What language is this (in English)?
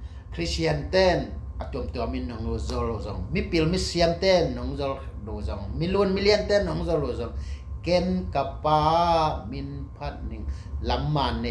Tedim Chin